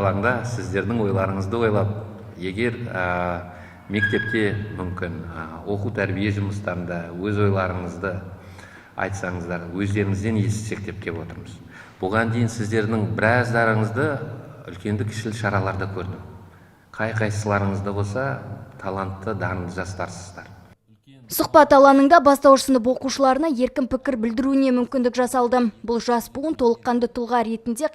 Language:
Kazakh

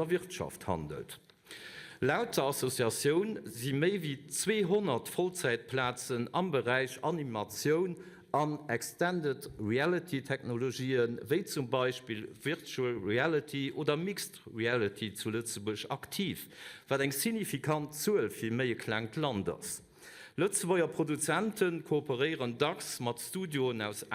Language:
Luxembourgish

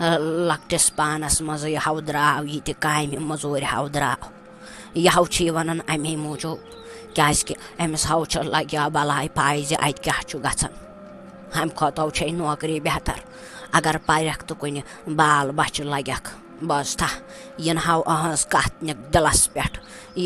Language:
Kashmiri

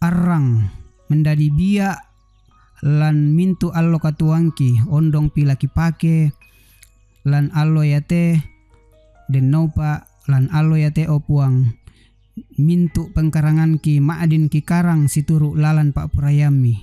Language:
Toraja-Sa'dan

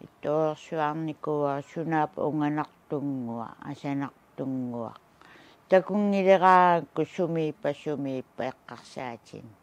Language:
Kalaallisut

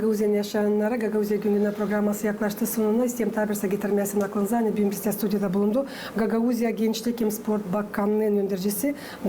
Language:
Gagauz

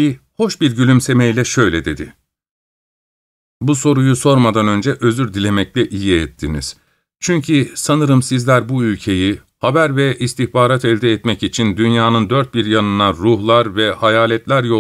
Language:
Turkish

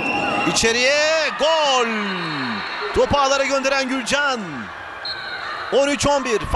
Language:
Turkish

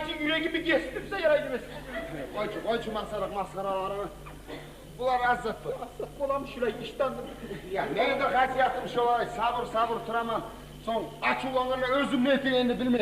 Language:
Kumyk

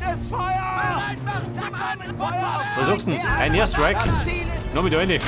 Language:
Bavarian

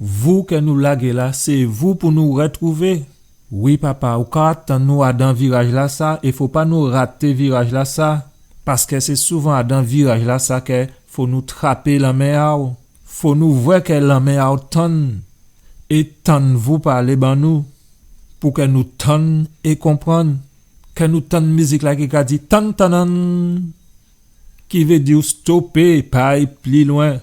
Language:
Guadeloupean Creole French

